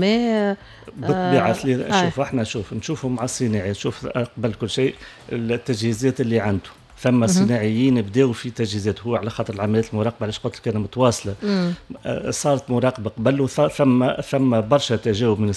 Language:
Tunisian Arabic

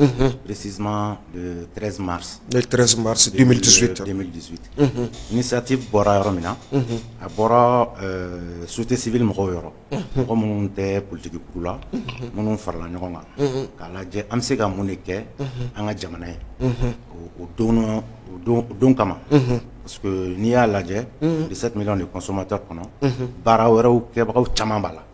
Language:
Bambara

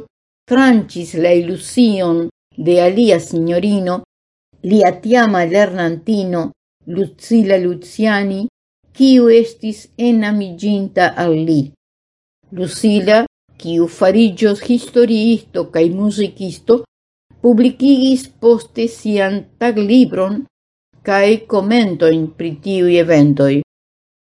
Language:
Esperanto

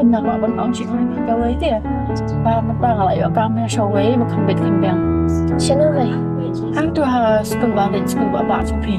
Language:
Khasi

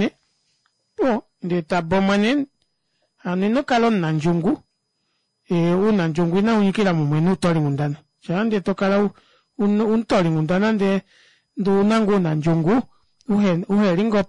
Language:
Kuanyama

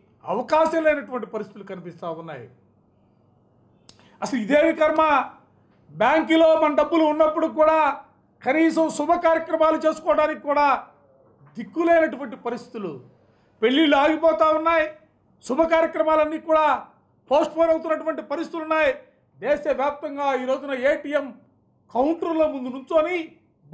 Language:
Telugu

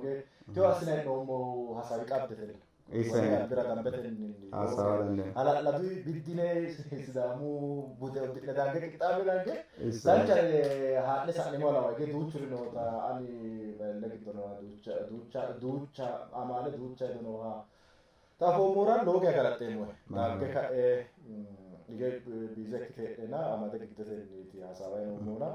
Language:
Sidamo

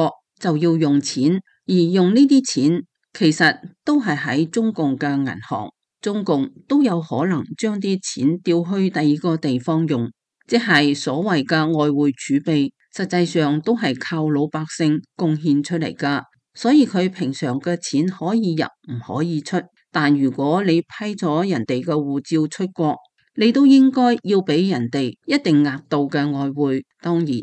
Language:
Cantonese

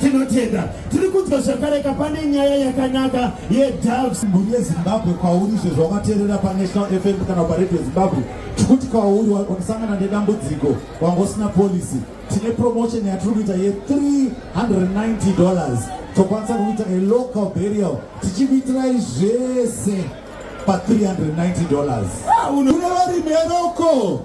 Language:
Shona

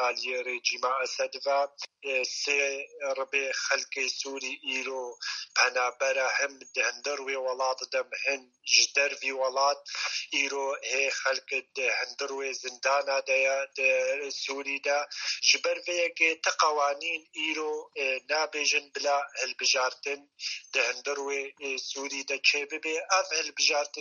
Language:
Kurdish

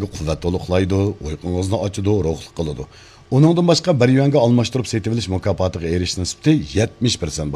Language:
Uyghur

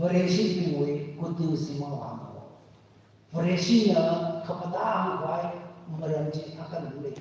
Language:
Tangkhul Naga (India)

